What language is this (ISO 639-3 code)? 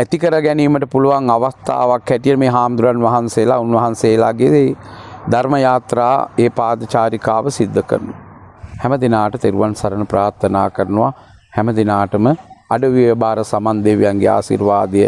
sin